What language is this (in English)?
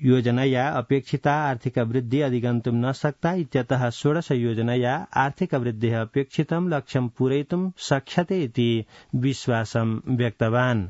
Sanskrit